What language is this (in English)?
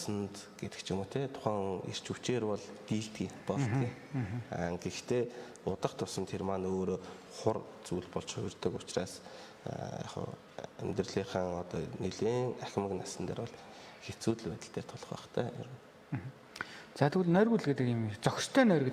Mongolian